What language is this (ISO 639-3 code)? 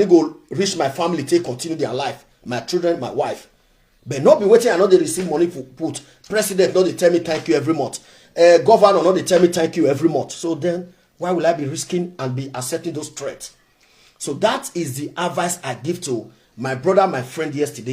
pcm